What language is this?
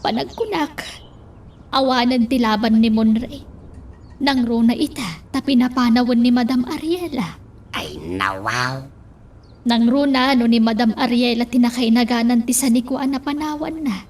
Iloko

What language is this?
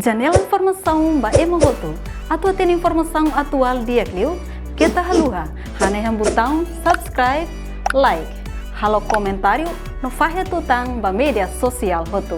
Tetum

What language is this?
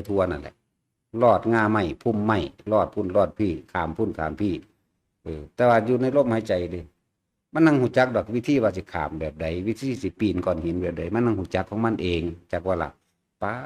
Lao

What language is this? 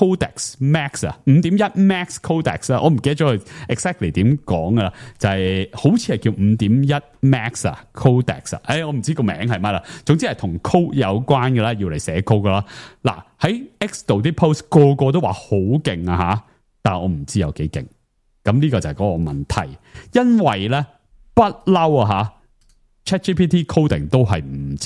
Cantonese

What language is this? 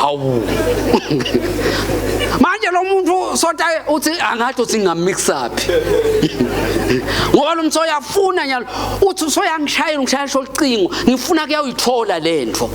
Swati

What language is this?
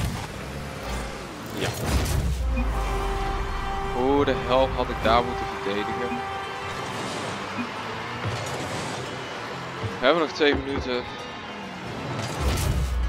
Dutch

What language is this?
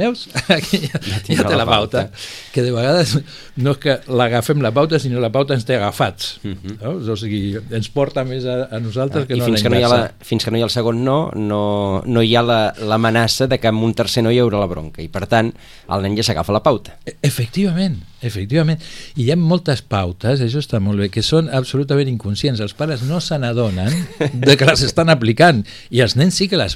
Catalan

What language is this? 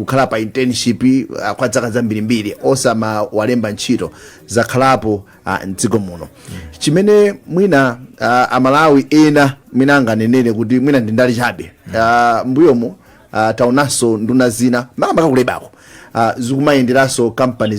Nyanja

